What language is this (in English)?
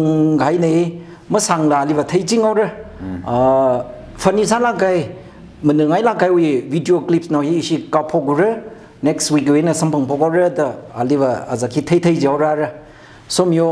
Tangkhul Naga (India)